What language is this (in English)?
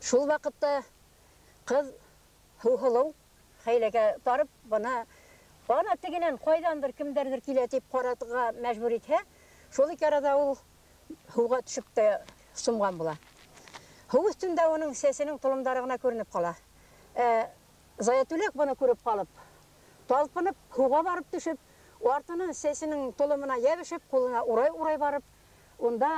Bashkir